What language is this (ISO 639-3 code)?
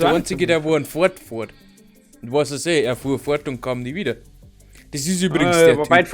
bar